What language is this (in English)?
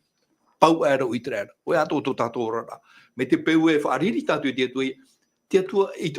Tahitian